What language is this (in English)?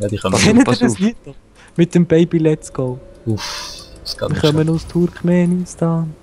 Swiss German